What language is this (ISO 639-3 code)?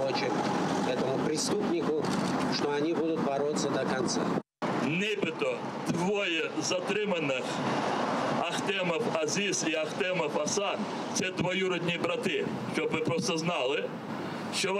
crh